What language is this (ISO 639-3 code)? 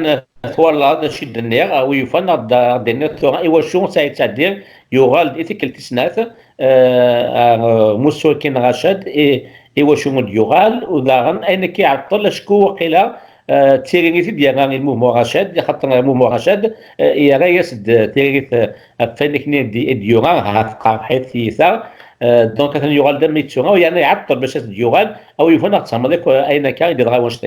kab